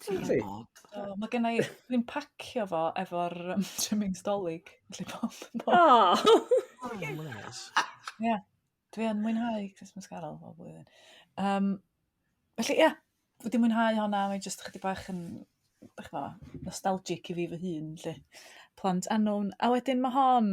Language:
Welsh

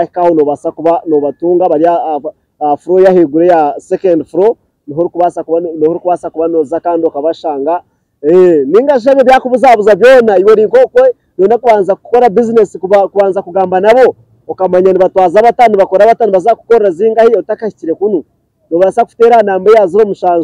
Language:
Nyankole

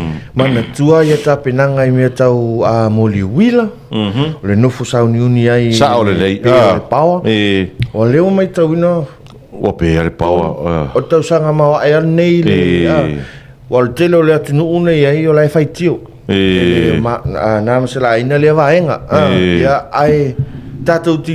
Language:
Samoan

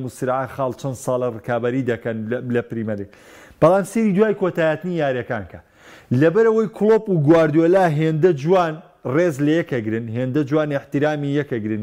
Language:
Central Kurdish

